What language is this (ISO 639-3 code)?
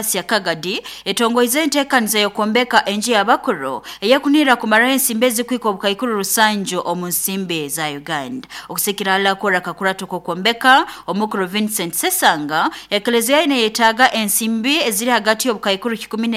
nyo